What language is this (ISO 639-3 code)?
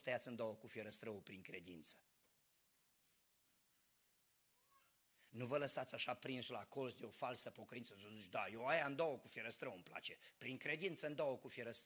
ron